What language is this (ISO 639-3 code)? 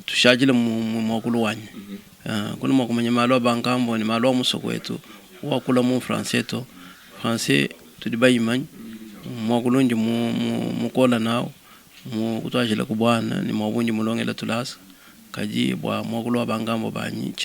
lua